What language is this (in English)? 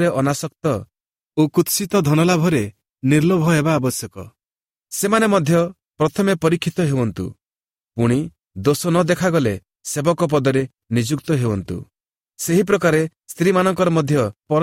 Odia